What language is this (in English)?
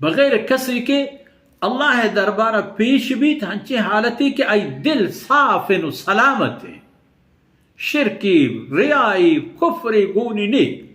Baluchi